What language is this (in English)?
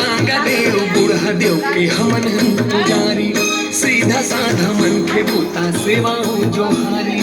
Chhattisgarhi